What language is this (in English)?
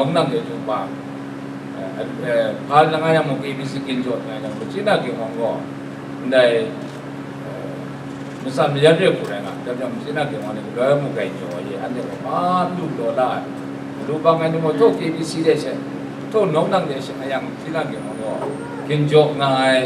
Kachin